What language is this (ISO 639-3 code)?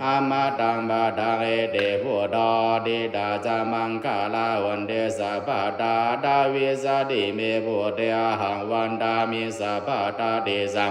pli